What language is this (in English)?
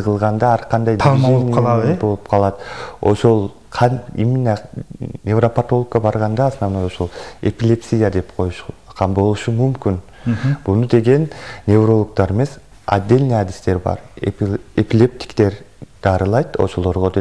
Kyrgyz